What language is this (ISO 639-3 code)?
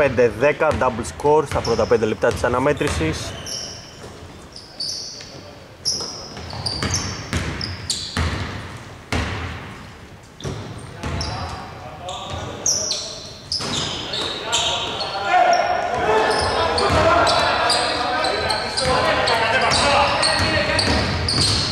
ell